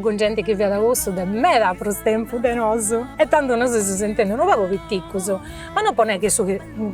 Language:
Sardinian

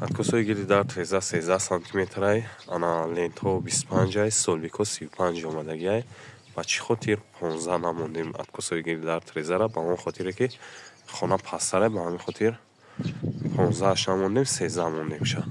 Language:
Tajik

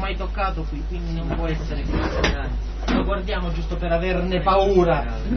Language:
Italian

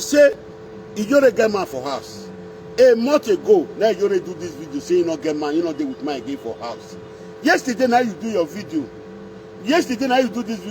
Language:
Nigerian Pidgin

